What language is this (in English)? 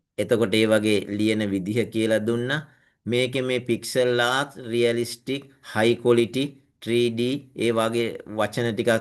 Sinhala